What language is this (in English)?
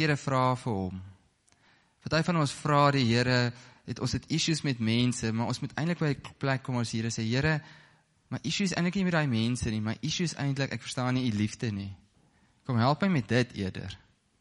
Afrikaans